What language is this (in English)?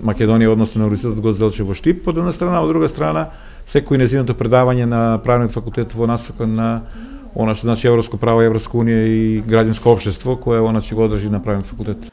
Macedonian